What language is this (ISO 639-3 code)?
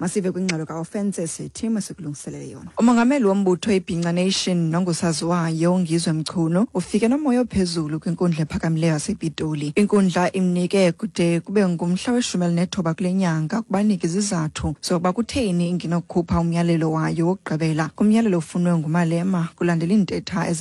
xho